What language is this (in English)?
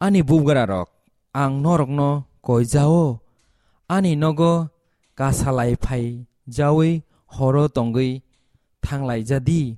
Kok Borok